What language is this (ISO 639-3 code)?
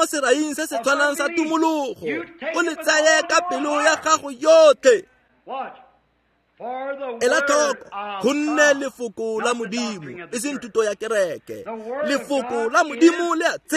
tsn